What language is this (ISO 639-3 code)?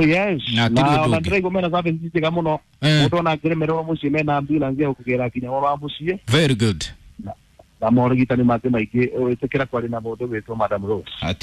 kik